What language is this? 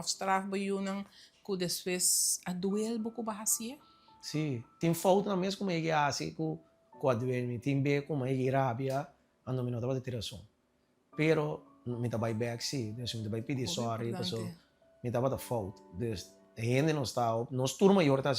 Papiamento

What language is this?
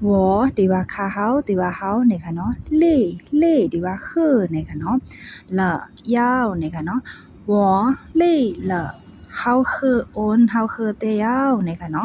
Shan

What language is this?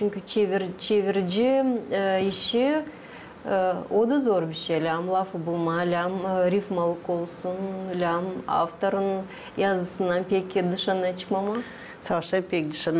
Gagauz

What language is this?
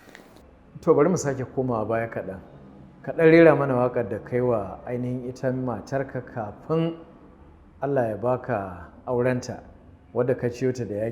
Hausa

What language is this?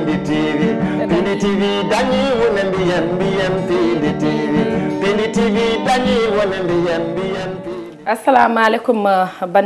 Fula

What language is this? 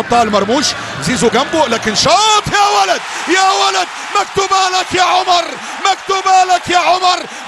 Egyptian Arabic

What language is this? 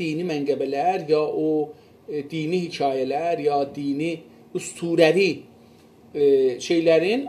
South Azerbaijani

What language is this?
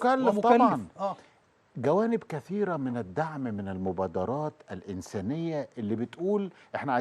Egyptian Arabic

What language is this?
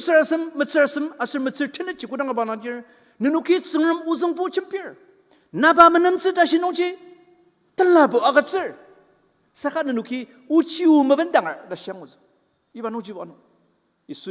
Ao Naga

